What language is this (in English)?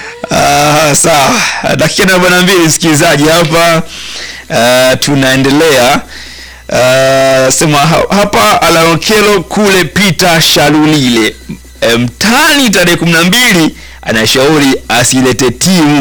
Swahili